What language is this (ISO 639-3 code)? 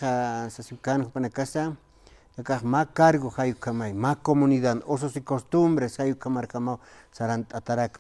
aym